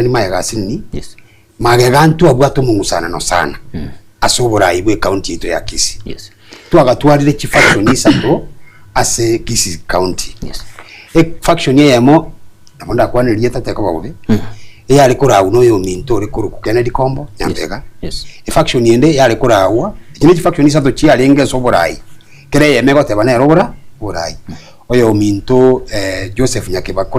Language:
Gusii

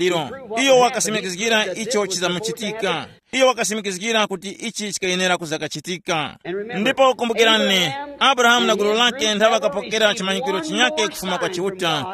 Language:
Tumbuka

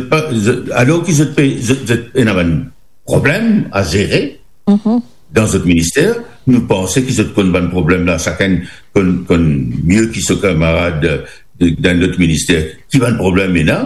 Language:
Morisyen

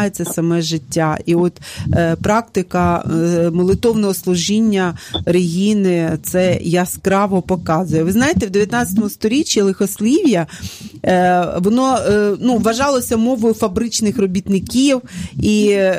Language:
Ukrainian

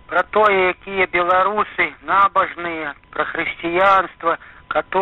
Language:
Belarusian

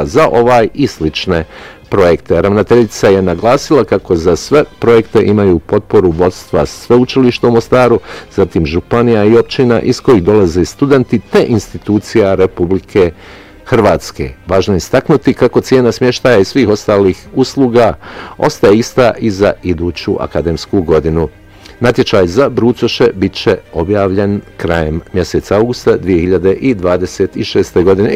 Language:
Bosnian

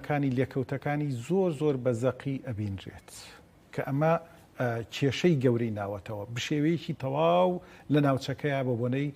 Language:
Central Kurdish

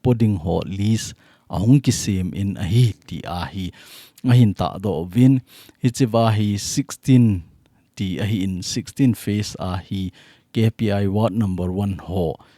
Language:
Thado Chin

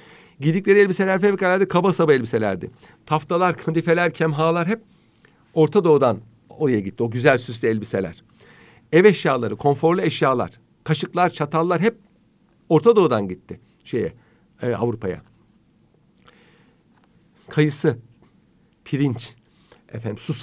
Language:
Turkish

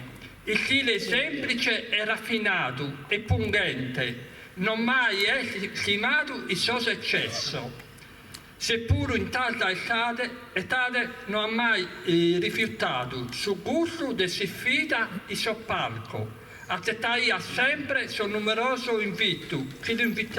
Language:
Sardinian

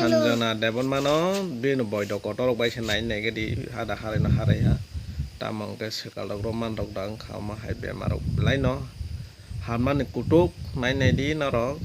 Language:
Kok Borok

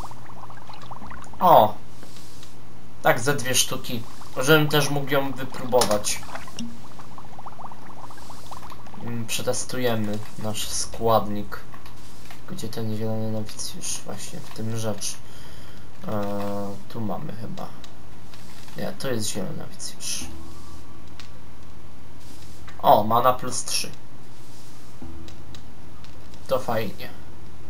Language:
Polish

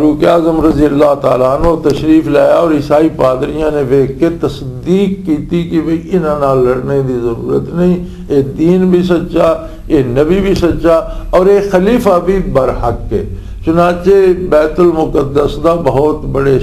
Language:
Western Panjabi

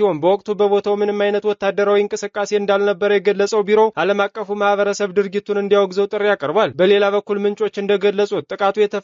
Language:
Amharic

